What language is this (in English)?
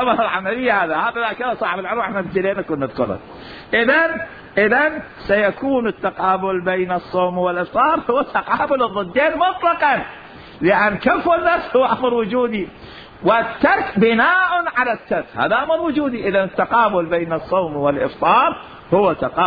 Mesopotamian Arabic